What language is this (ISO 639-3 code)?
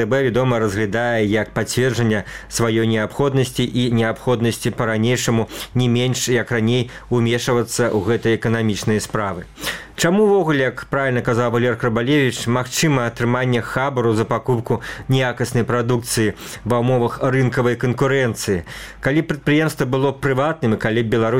bel